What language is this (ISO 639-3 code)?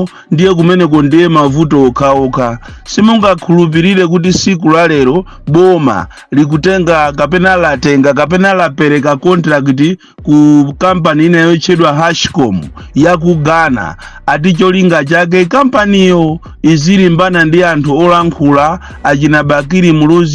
nya